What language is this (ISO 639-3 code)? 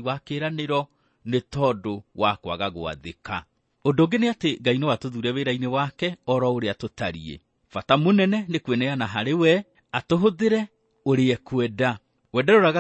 kik